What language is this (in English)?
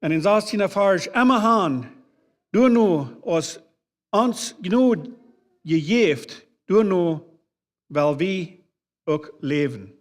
Plautdietsch